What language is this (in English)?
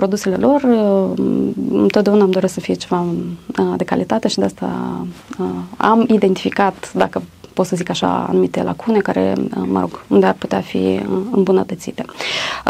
Romanian